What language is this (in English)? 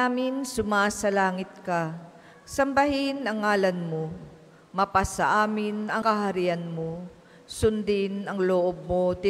Filipino